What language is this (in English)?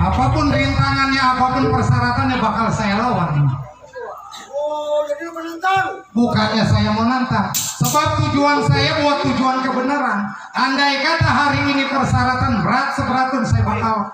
Betawi